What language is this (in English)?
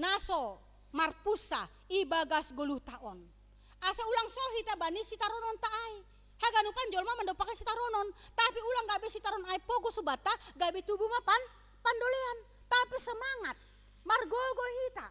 Batak Simalungun